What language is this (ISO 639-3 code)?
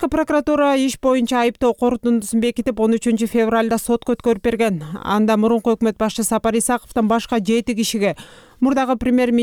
kir